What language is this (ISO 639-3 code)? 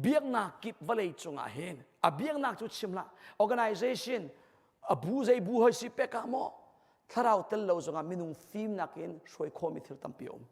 cnh